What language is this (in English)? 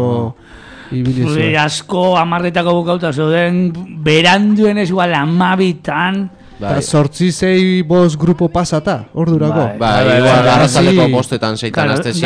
Basque